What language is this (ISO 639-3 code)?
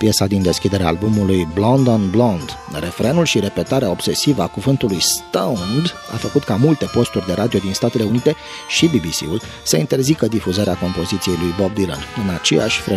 ron